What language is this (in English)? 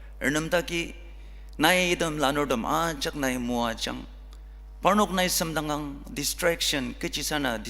Ao Naga